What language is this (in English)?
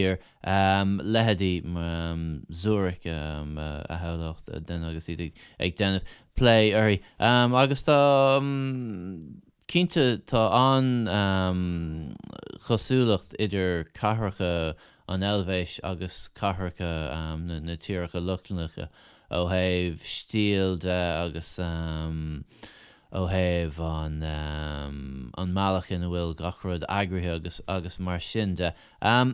Irish